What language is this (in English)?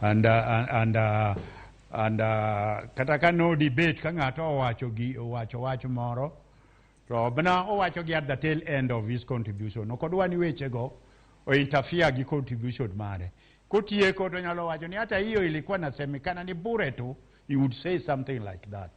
Luo (Kenya and Tanzania)